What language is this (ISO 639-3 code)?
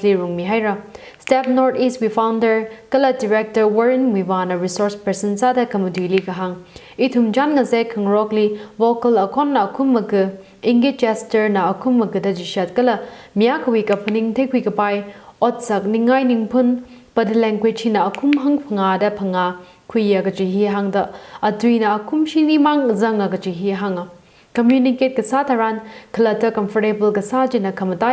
nmf